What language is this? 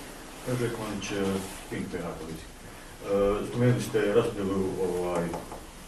Bosnian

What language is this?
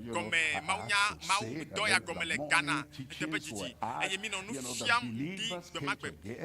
Ewe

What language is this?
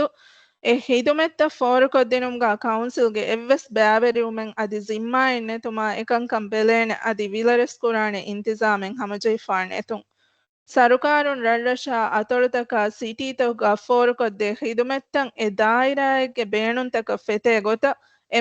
Divehi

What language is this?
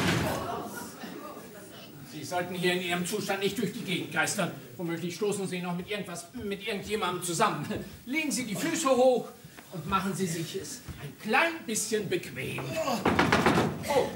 German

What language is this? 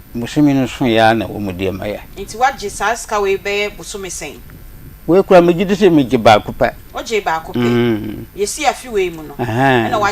Akan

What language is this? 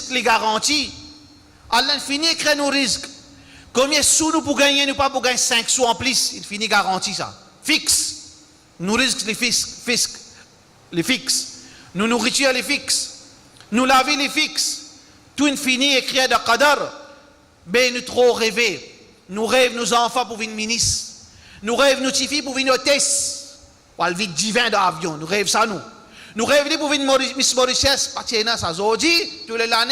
Morisyen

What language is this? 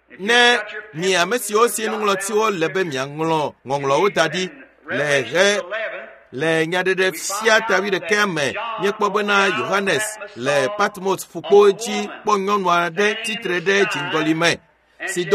Ewe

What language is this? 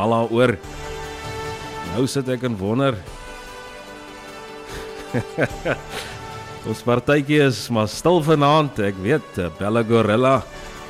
Afrikaans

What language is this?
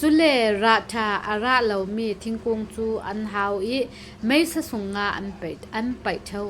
Falam Chin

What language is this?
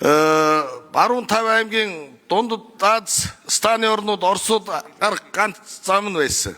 Mongolian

